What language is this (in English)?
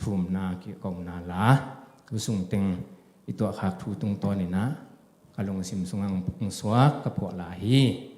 Tedim Chin